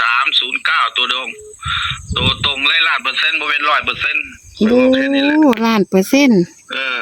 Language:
Northeastern Thai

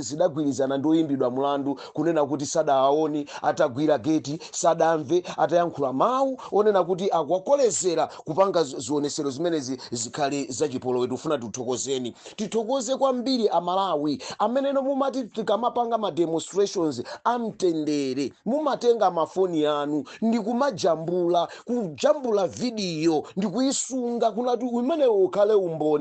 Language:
Nyanja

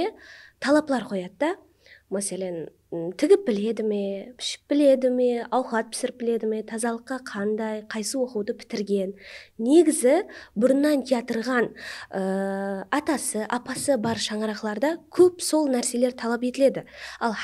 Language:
Kara-Kalpak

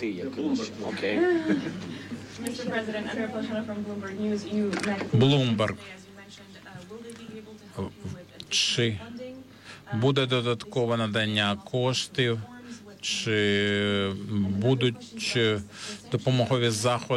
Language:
Ukrainian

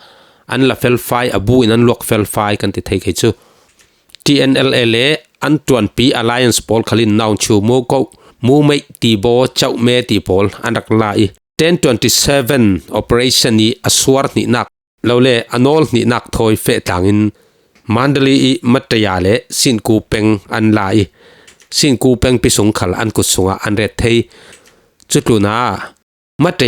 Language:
Falam Chin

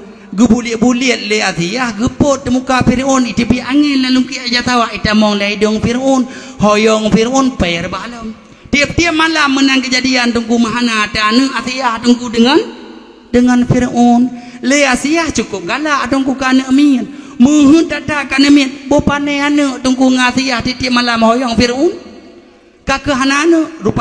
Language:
Achinese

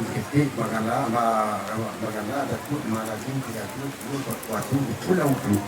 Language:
Minangkabau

